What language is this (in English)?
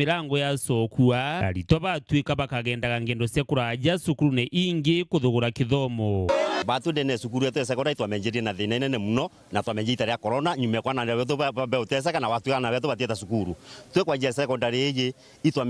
Meru